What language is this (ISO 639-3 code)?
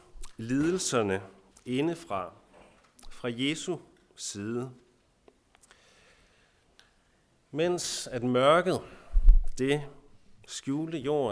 dan